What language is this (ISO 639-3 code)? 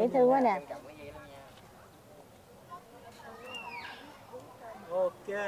vie